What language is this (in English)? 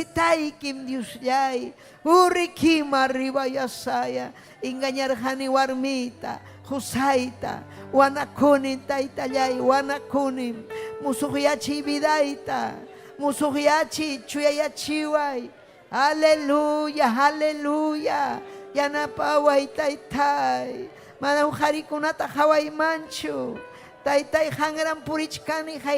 Ayacucho Quechua